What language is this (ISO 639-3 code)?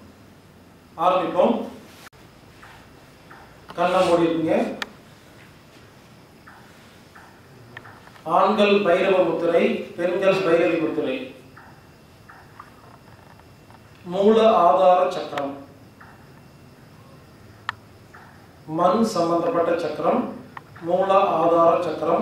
tam